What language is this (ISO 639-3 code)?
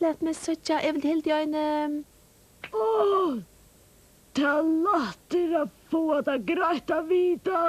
fao